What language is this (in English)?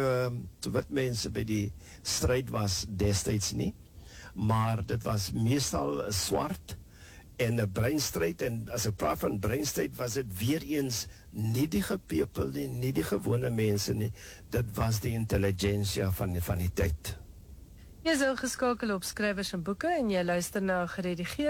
Afrikaans